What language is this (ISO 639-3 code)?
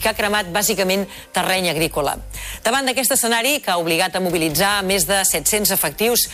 cat